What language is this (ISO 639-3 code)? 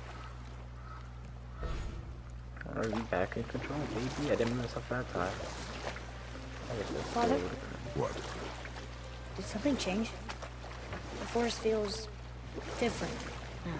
eng